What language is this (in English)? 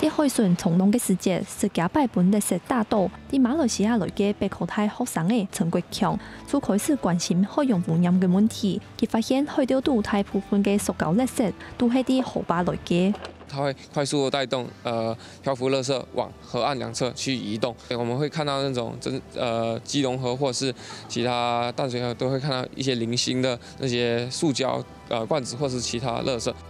Hakka Chinese